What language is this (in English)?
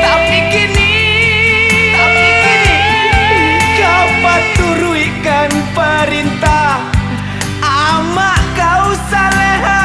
Minangkabau